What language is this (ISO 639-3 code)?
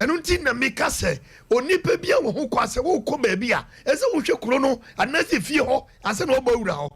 aka